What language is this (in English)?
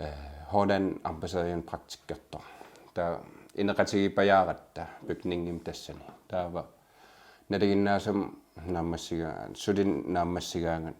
Kalaallisut